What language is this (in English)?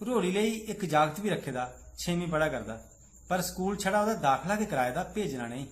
Dogri